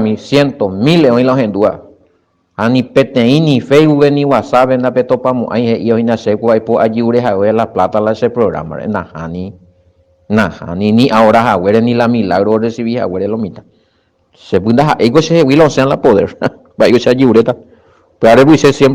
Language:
Guarani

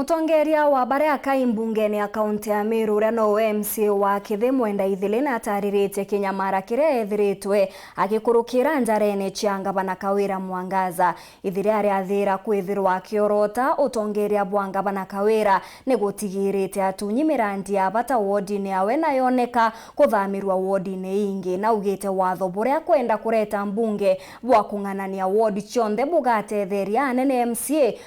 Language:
Meru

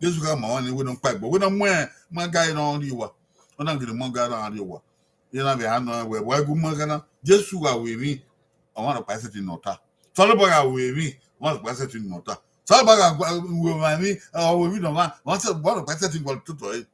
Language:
Bini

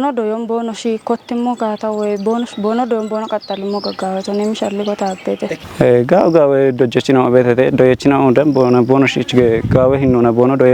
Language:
Kafa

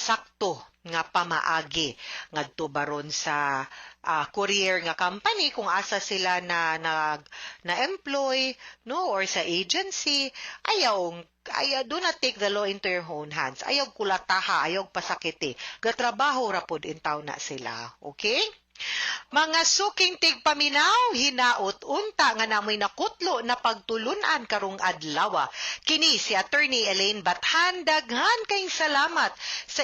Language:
Cebuano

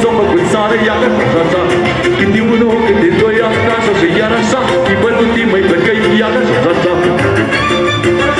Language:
Romanian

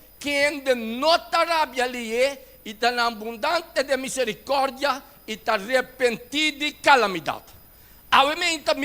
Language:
Papiamento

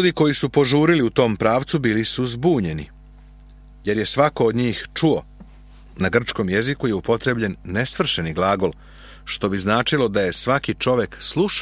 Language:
Serbian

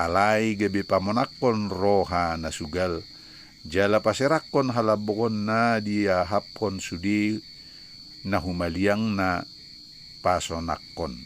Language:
Batak Toba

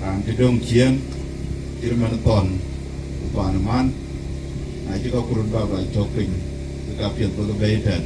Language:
Dinka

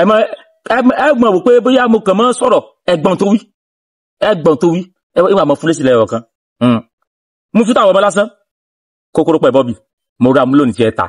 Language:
Yoruba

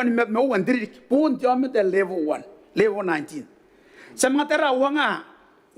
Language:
Gilbertese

